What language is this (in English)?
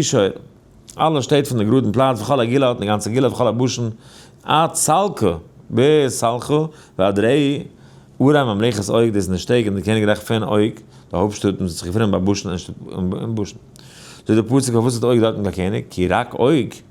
Yiddish